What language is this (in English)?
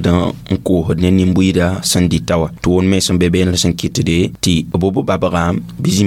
Mossi